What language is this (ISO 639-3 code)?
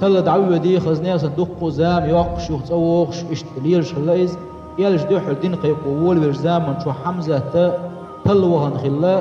che